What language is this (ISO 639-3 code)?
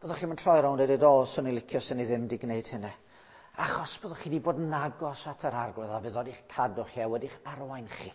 cym